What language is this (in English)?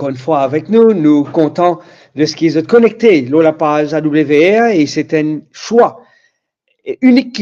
Morisyen